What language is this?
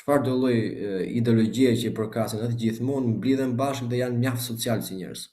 Albanian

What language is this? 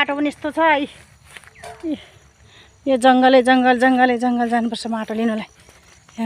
Nepali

